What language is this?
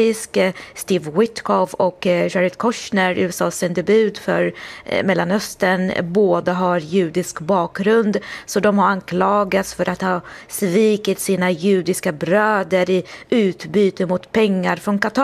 Swedish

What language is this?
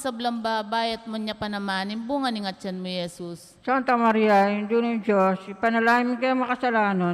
Pampanga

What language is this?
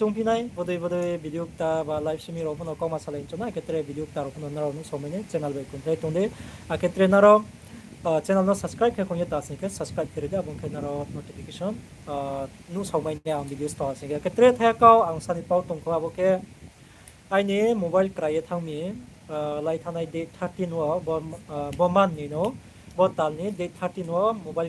Riang (India)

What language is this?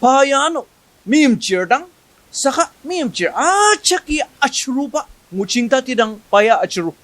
Ao Naga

